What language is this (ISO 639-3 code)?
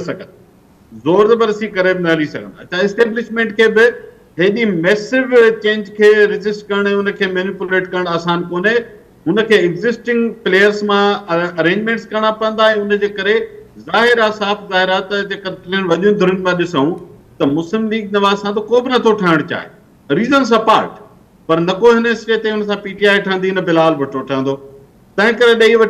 snd